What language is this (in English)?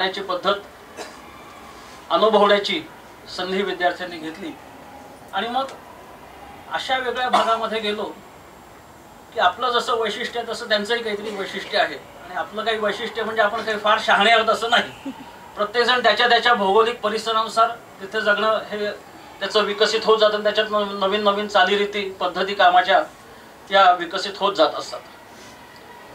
Marathi